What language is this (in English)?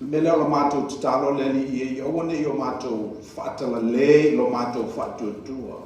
Samoan